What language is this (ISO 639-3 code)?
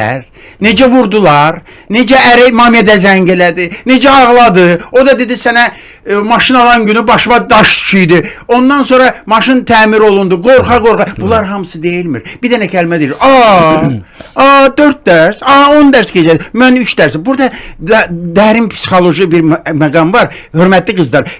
aze